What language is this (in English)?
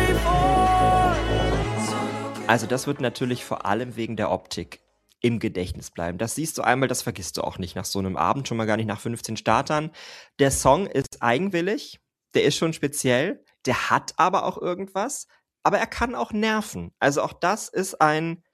German